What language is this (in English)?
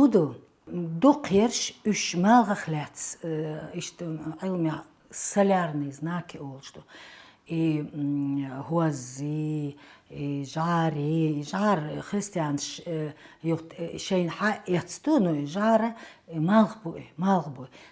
Chechen